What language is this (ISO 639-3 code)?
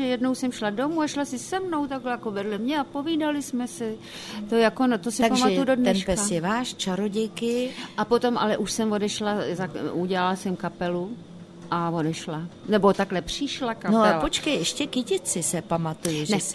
ces